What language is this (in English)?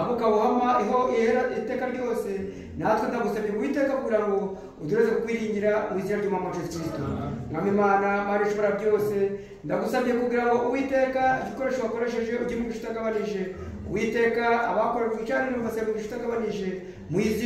Kinyarwanda